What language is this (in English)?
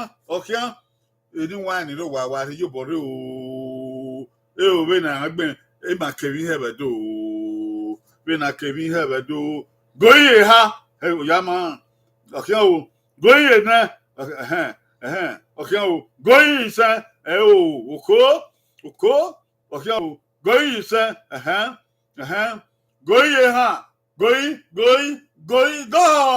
Bini